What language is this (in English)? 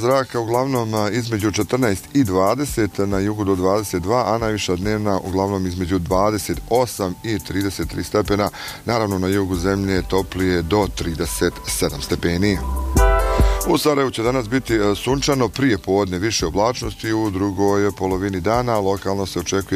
Bosnian